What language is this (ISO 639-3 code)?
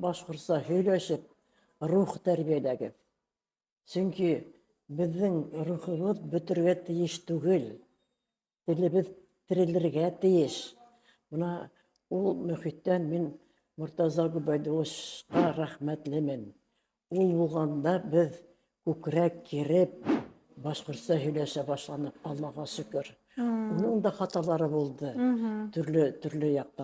bak